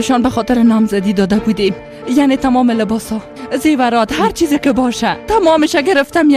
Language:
Persian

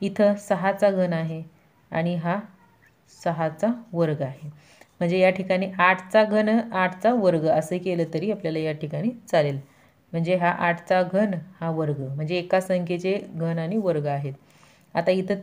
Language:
Marathi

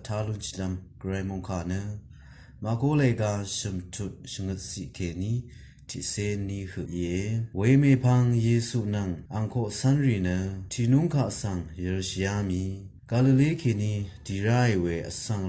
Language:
Rawang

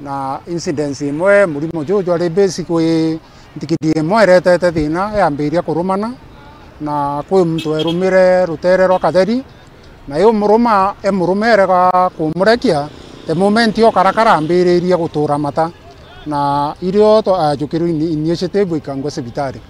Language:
Meru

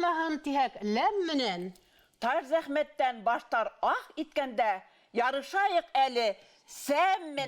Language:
Bashkir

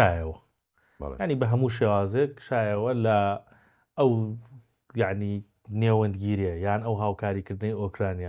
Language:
Central Kurdish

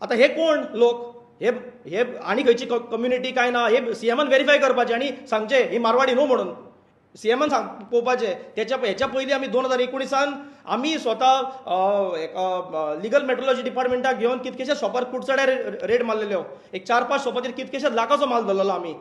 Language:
Konkani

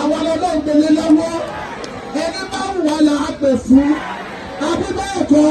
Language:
Yoruba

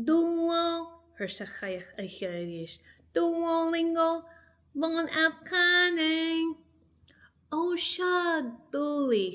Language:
Scottish Gaelic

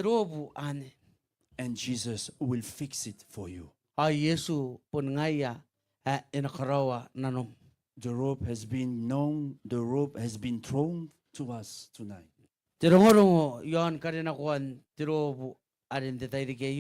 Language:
Gilbertese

